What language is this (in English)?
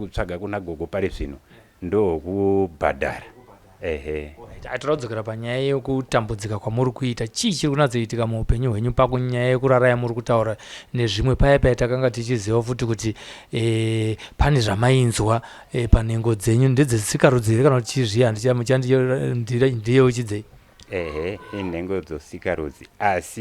Shona